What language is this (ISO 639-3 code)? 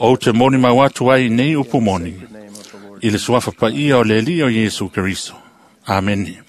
smo